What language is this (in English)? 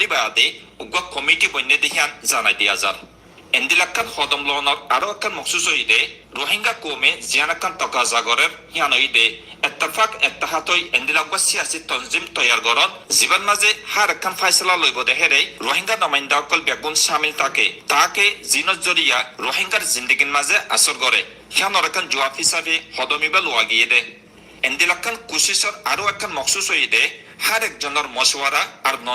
Rohingya